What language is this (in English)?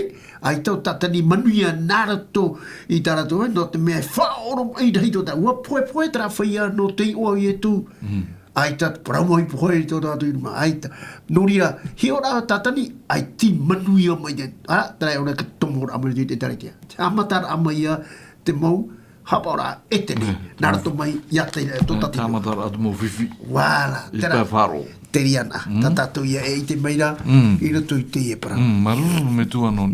Tahitian